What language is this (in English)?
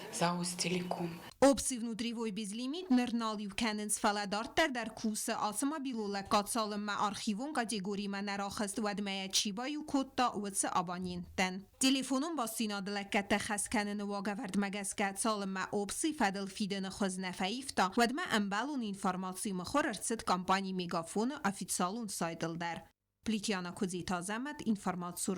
Ossetic